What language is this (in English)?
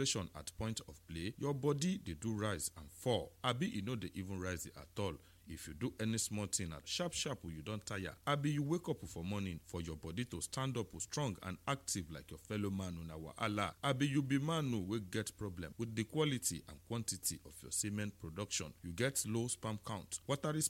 Nigerian Pidgin